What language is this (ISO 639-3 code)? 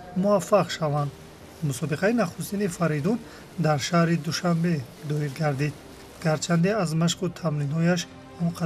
tgk